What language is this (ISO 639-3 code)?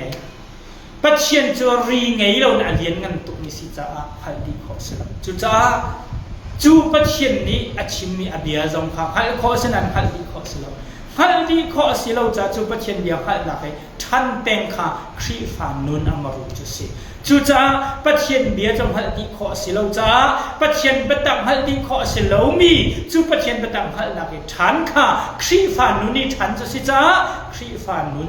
cnh